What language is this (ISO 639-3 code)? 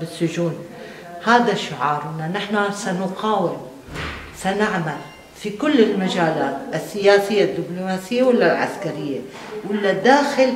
kur